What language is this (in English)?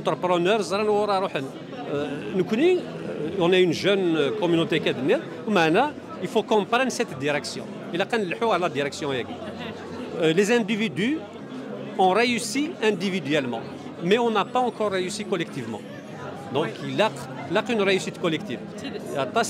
Kabyle